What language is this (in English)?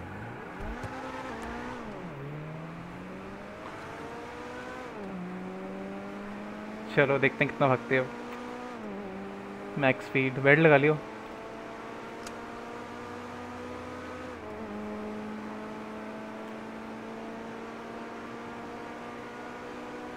Hindi